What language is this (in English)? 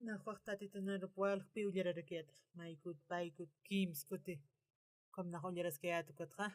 Aymara